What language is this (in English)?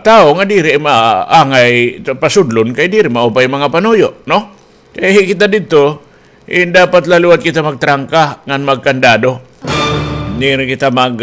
Waray